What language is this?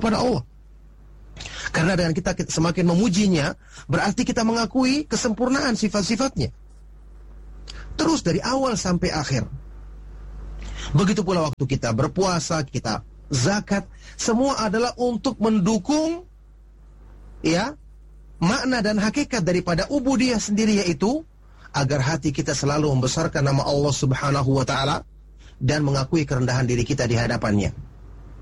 Indonesian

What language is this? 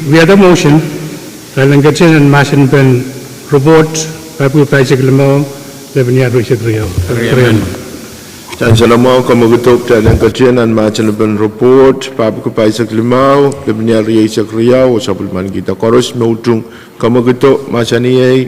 Pohnpeian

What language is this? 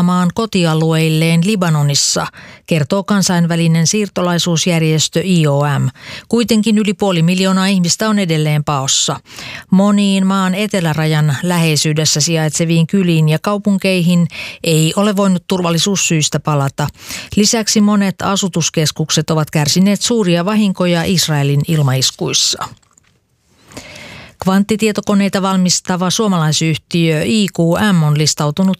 Finnish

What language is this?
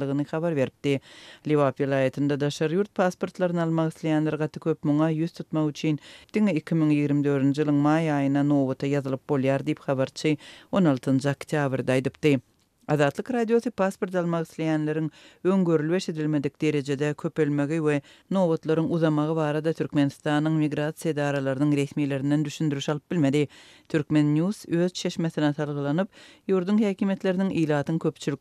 Turkmen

